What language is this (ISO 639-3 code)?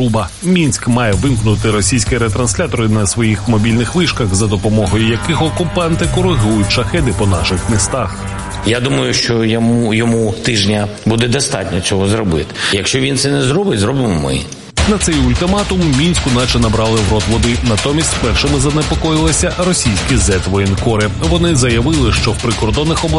ukr